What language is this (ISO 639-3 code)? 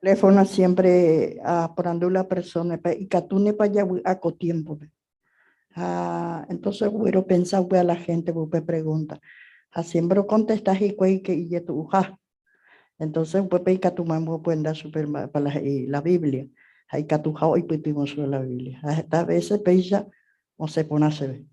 grn